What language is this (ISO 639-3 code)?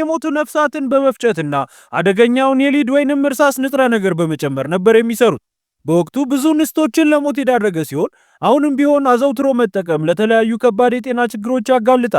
amh